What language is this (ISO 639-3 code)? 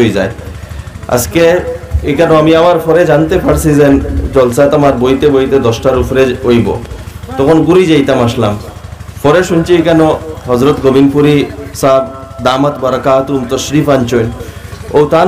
syl